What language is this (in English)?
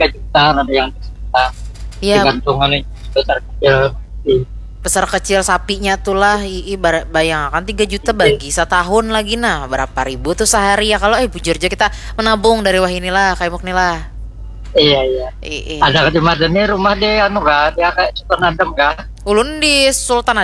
Banjar